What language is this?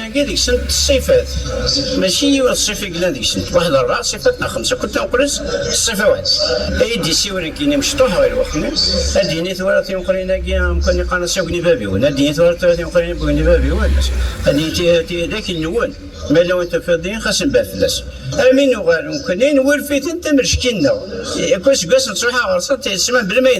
Kabyle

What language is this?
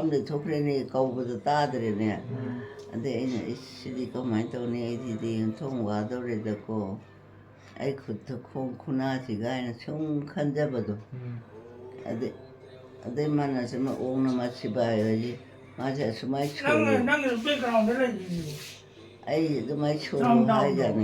Manipuri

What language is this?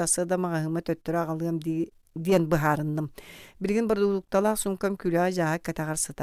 Yakut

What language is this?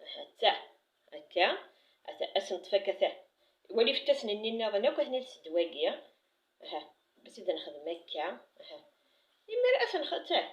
Kabyle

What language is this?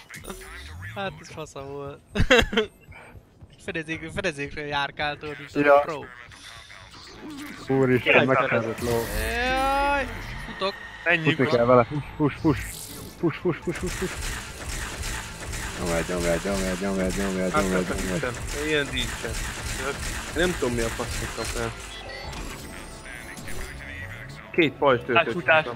Hungarian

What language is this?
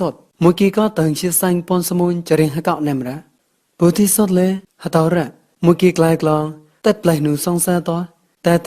Mon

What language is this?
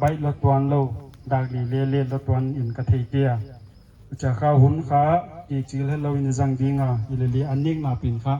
Paite Chin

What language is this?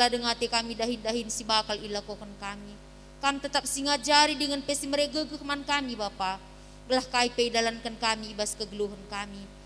Batak Karo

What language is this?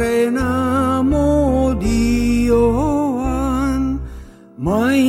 Basque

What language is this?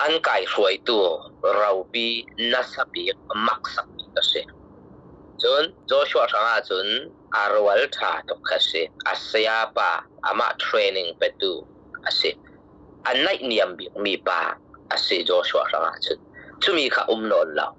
Falam Chin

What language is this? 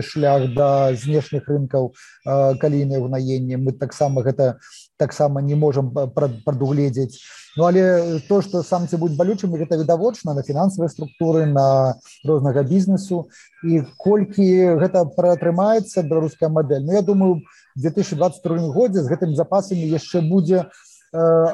Belarusian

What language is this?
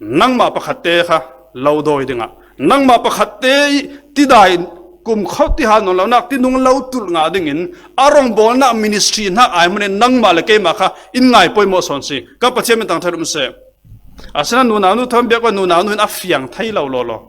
Falam Chin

